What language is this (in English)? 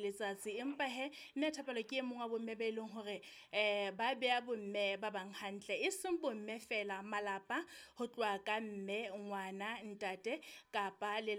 Southern Sotho